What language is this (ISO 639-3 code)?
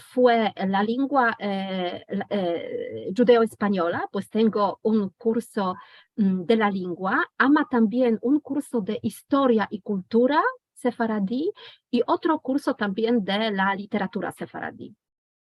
lad